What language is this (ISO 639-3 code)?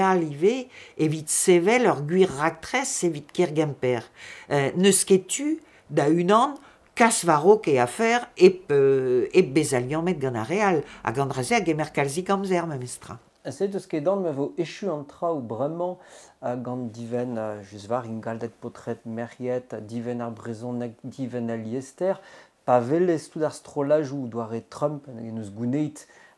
bre